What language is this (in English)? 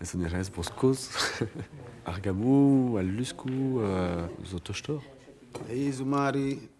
Breton